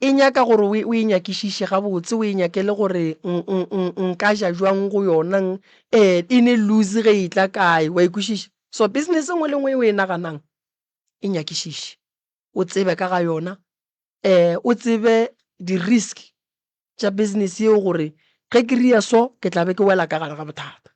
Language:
Northern Sotho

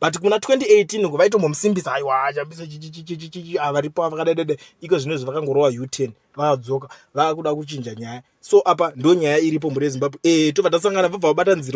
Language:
Shona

